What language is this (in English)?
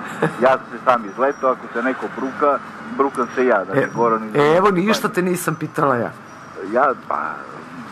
Serbian